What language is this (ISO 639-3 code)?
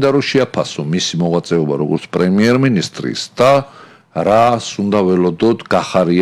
kat